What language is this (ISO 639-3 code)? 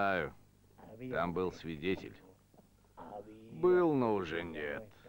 rus